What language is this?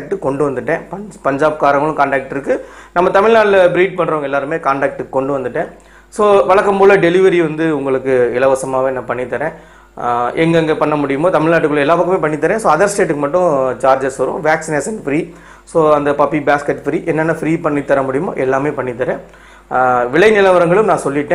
Tamil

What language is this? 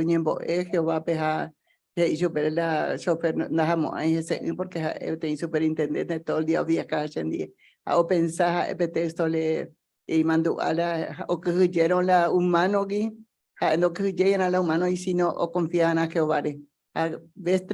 Guarani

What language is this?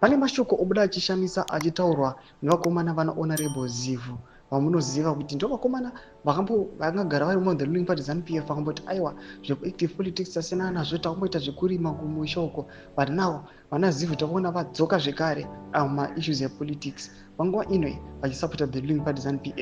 Shona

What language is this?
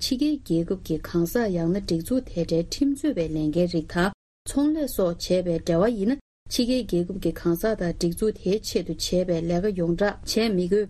Tibetan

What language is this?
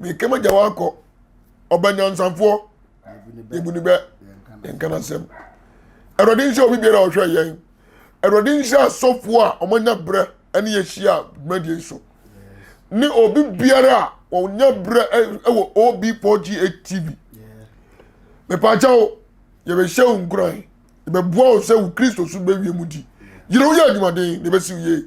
Akan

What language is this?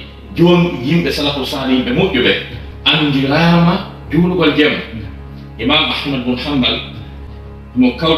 Fula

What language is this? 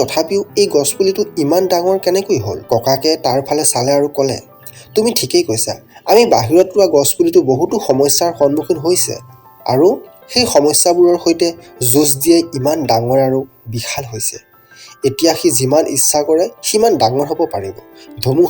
Assamese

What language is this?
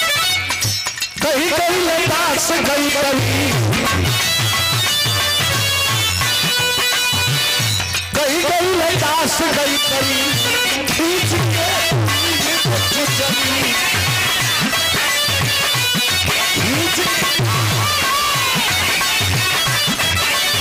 Bhojpuri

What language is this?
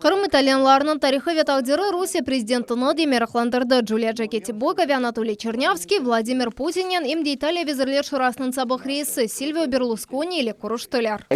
Crimean Tatar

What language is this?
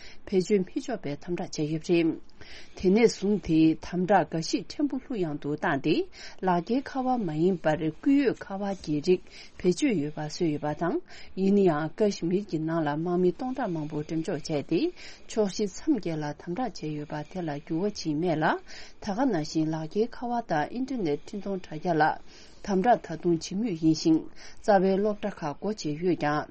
Tibetan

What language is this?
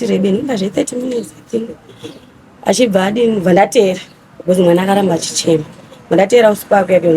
Shona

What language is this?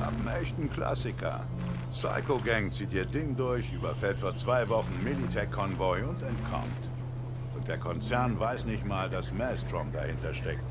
Bavarian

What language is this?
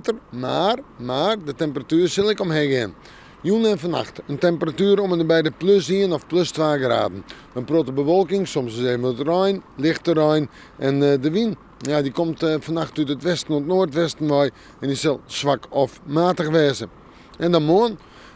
Western Frisian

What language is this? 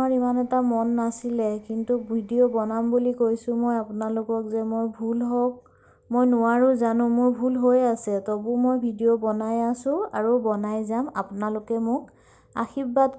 Assamese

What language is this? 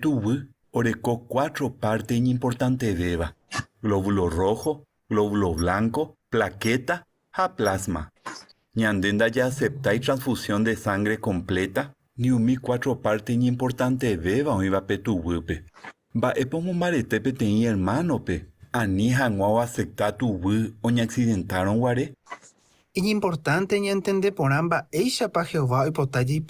Guarani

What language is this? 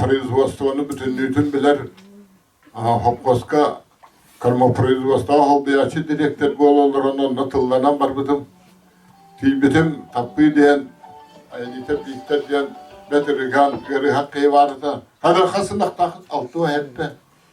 Yakut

